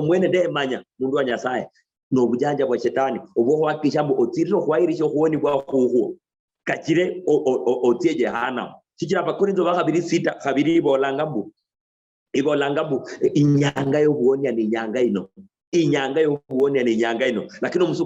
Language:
Luyia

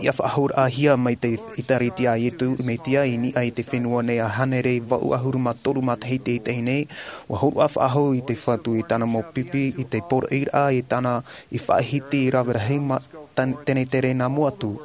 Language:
Tahitian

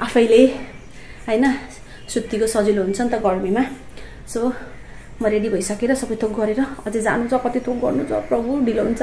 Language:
Nepali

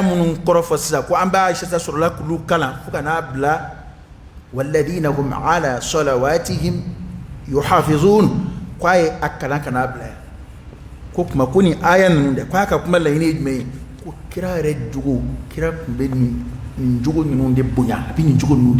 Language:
Dyula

